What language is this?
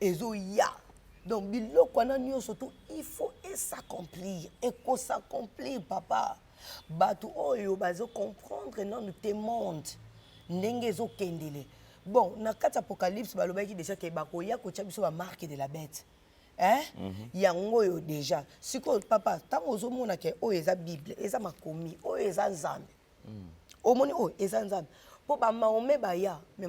Lingala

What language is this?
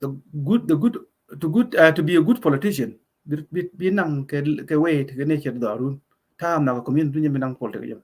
Nuer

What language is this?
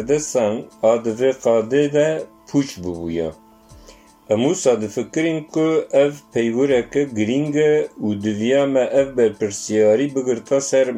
Kurdish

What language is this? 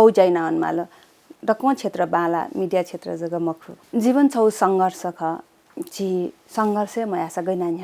Newari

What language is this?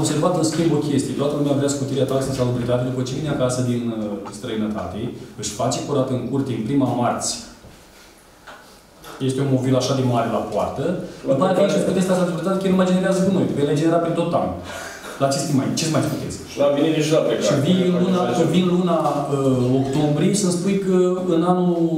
Romanian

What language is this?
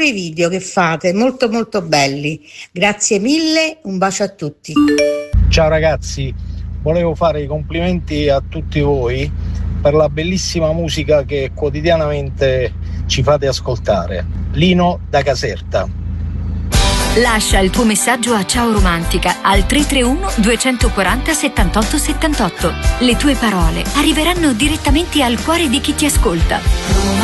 Italian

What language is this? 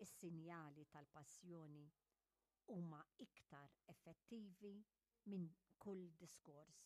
Maltese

